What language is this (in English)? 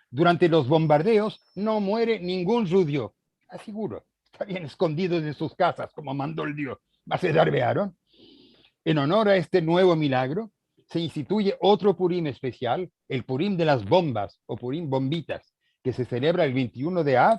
Ladino